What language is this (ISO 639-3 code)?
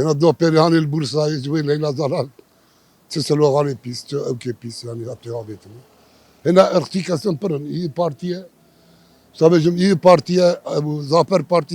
kur